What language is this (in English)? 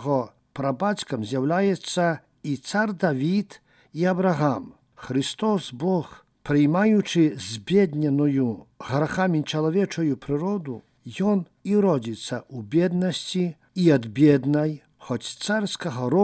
Belarusian